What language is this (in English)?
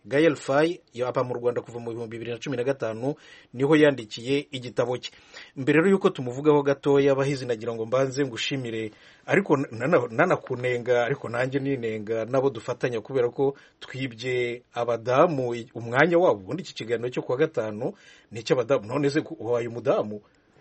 Kinyarwanda